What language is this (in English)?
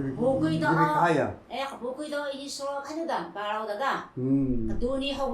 Taroko